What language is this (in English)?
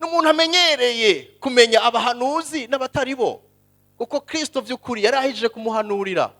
Rundi